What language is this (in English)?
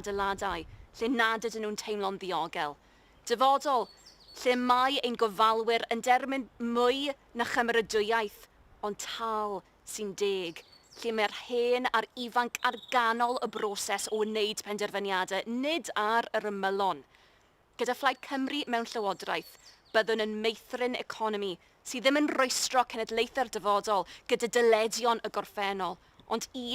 Welsh